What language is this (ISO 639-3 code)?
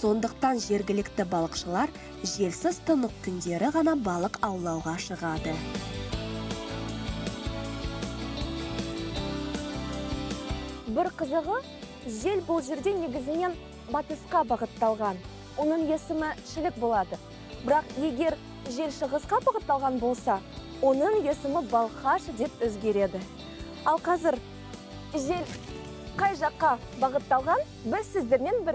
kaz